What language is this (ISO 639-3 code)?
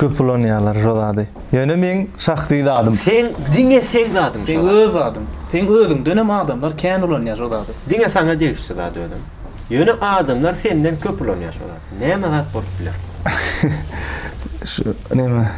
tuk